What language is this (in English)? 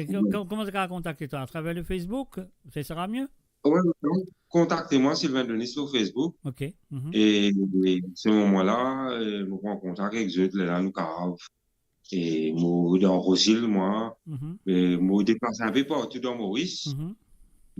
Morisyen